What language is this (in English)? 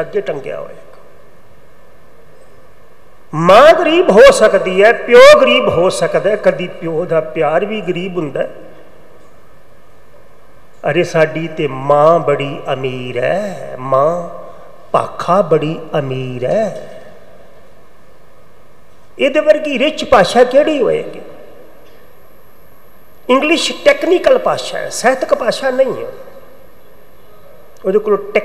Punjabi